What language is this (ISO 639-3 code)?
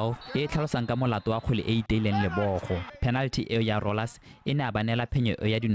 tsn